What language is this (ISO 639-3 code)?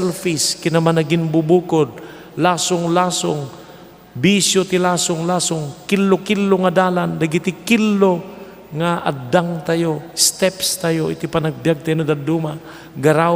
ilo